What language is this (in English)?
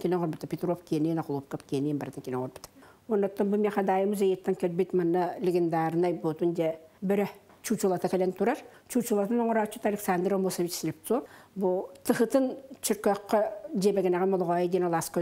Yakut